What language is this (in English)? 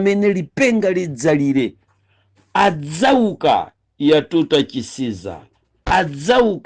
Nyanja